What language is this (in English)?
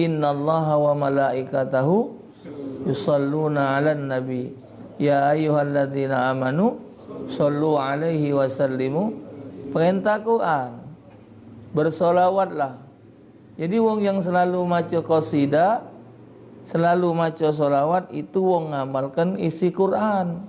Musi